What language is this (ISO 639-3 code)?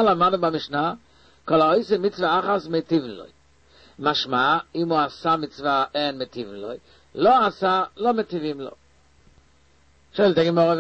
heb